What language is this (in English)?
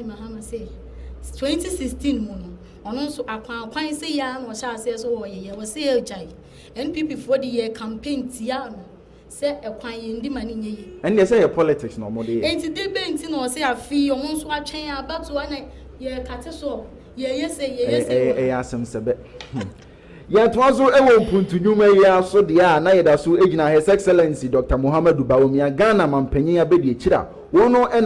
Akan